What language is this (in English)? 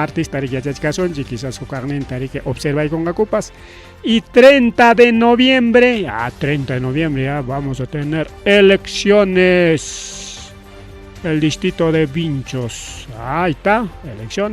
Ayacucho Quechua